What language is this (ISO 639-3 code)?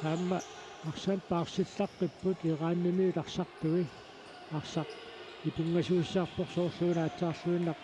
kal